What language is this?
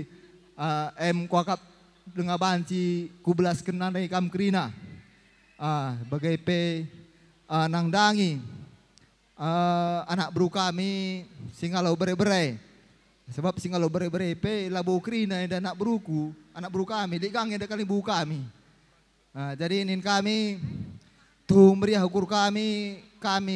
Batak Karo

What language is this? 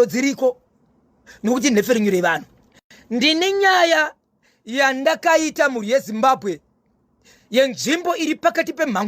Shona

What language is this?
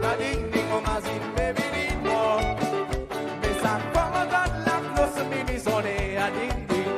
Seselwa Creole French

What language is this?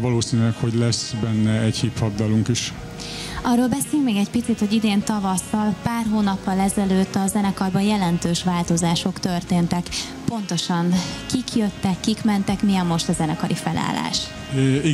Hungarian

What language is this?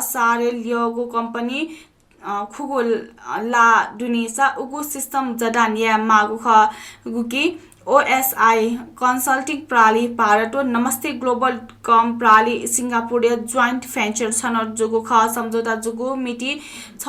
Newari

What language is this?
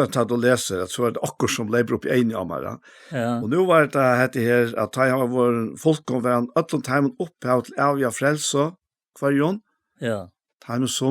Faroese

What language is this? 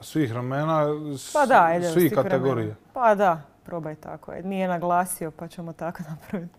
Croatian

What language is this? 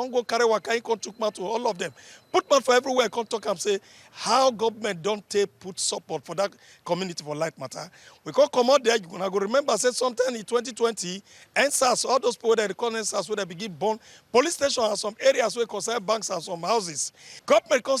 Nigerian Pidgin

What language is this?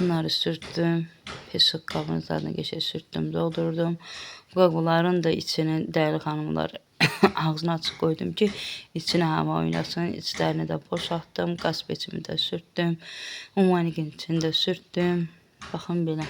Azerbaijani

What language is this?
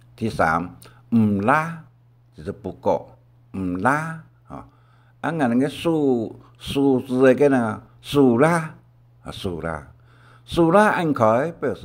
Hakka Chinese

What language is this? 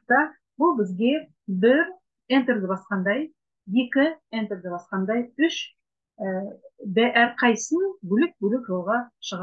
Kazakh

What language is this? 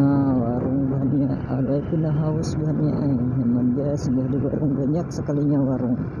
Banjar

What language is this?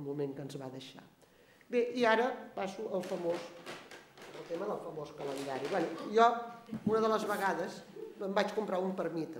Catalan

